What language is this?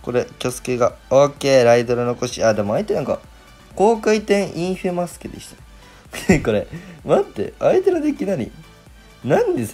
Japanese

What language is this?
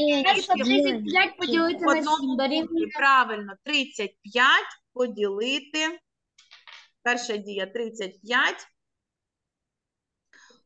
Ukrainian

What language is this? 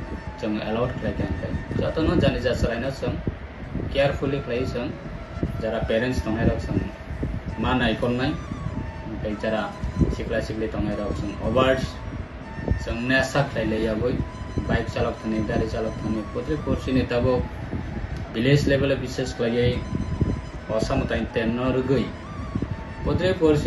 Kok Borok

